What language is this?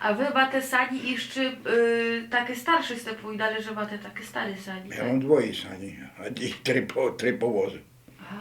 Rusyn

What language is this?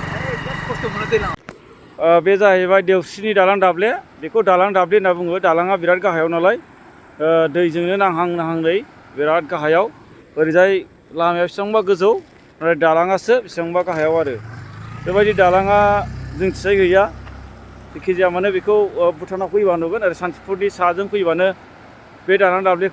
Bodo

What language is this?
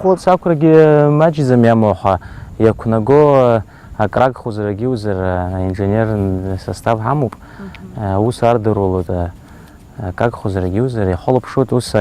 Abkhazian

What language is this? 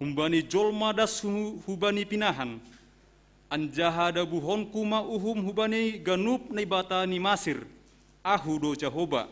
Batak Simalungun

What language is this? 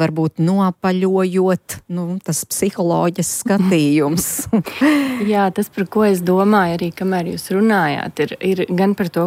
Latvian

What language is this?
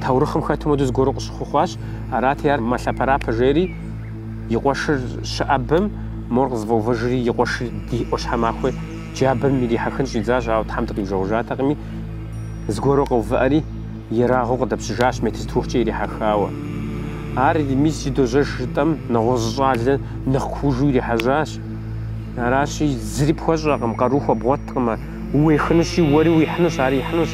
Kabardian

